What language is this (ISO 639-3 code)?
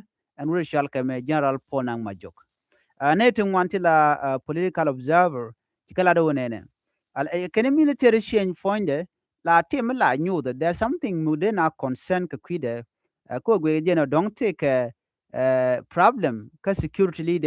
nus